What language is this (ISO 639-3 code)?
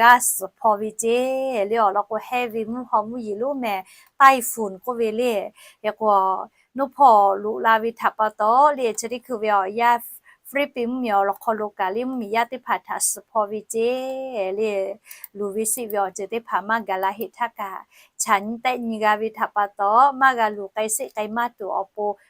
lhu